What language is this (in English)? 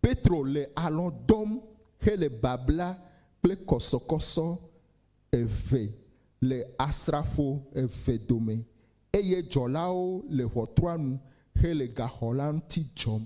Ewe